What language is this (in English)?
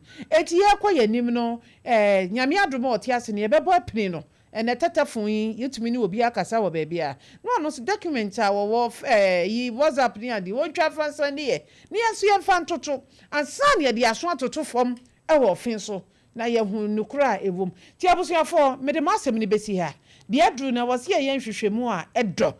Akan